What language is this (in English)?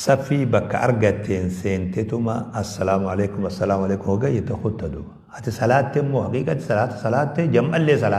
Oromo